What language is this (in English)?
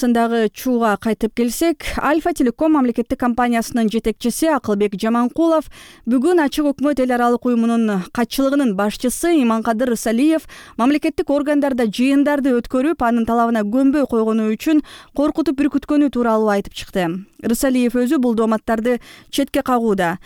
Kyrgyz